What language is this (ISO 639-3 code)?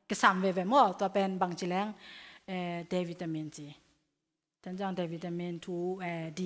ctd